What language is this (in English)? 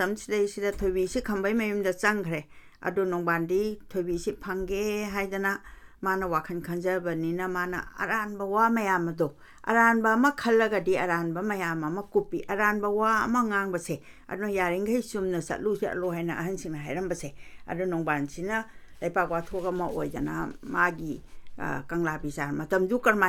Manipuri